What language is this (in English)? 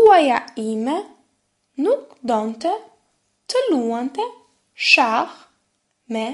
Albanian